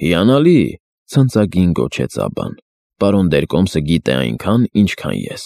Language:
Armenian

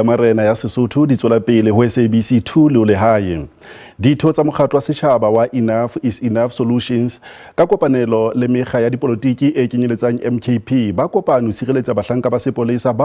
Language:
Southern Sotho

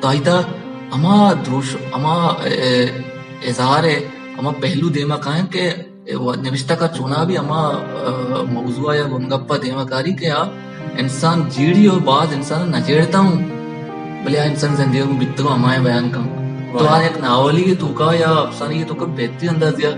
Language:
Baluchi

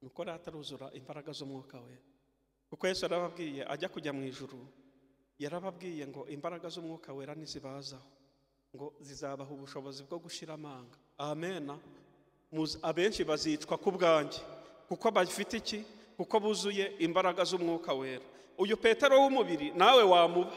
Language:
Kinyarwanda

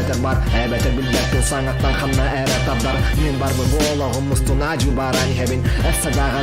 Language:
Yakut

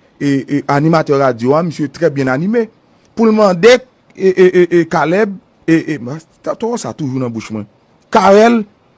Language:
Haitian Creole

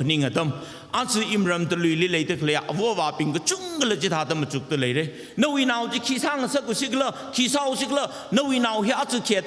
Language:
Tangkhul Naga (India)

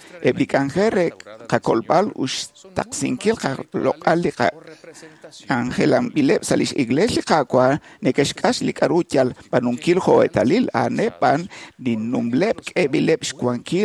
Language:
Kekchí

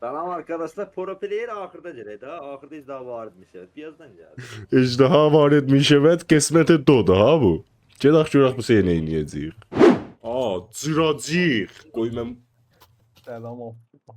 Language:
South Azerbaijani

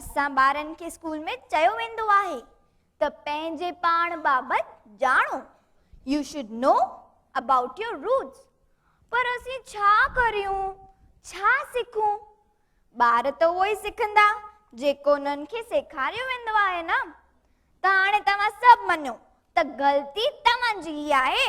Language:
Sindhi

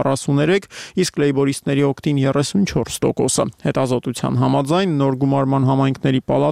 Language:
Armenian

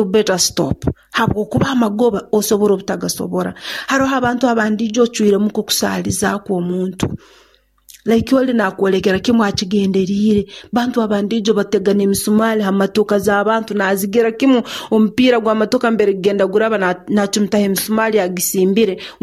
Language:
Nyoro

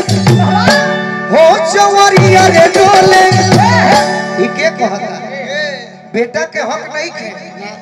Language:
Bhojpuri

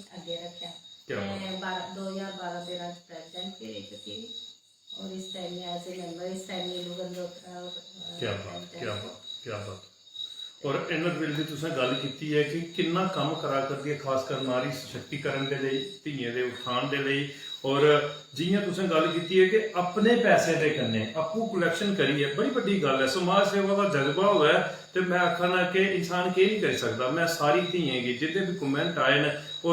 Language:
Dogri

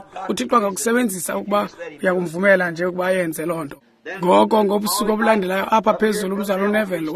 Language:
Xhosa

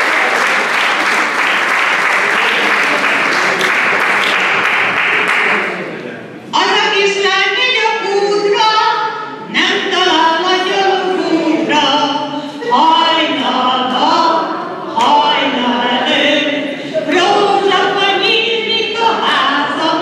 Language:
Hungarian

